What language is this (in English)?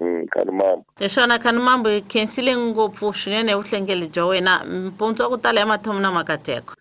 Tsonga